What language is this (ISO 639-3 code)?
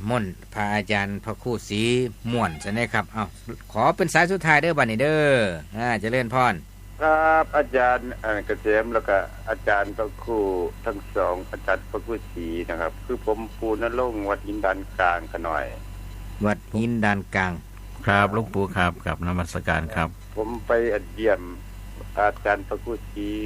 tts